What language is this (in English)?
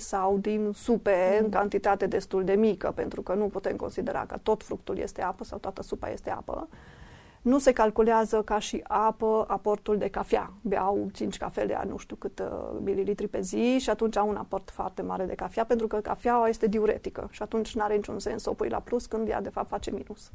Romanian